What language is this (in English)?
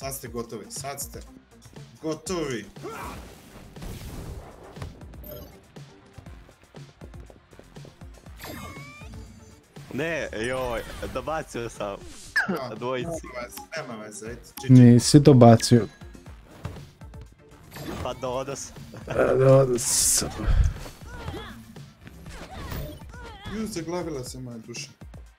Serbian